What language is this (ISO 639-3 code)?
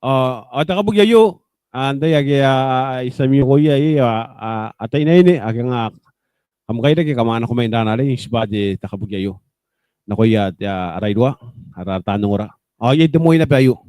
gil